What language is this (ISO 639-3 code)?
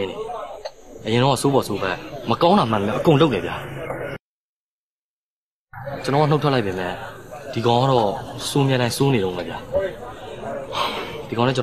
mya